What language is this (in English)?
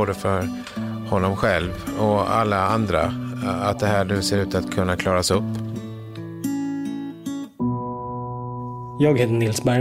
Swedish